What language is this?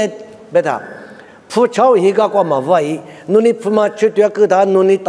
Lisu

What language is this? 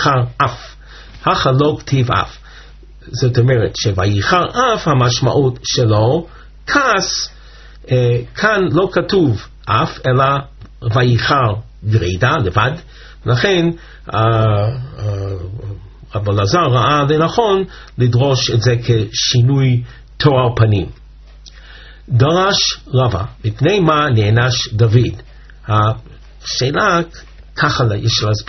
Hebrew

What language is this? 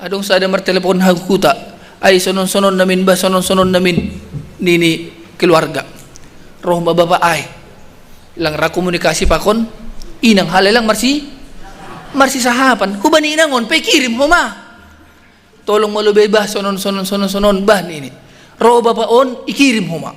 Batak Simalungun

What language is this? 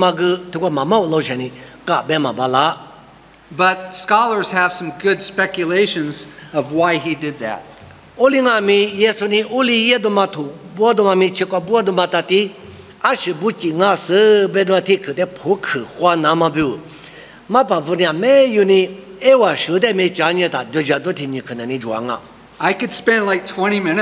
Lisu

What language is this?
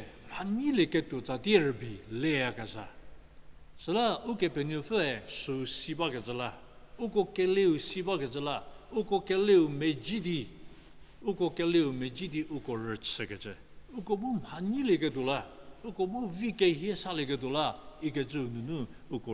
Angami Naga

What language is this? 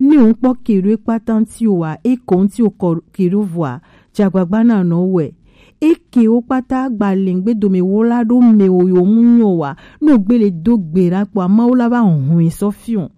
Gen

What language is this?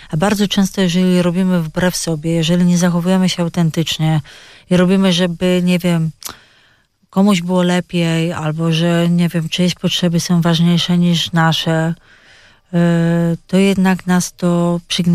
Polish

